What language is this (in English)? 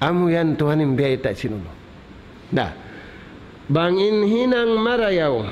Tausug